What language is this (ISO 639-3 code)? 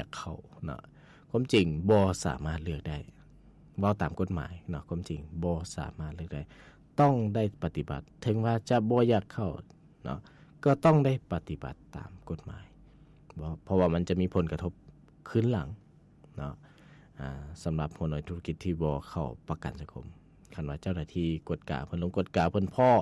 lao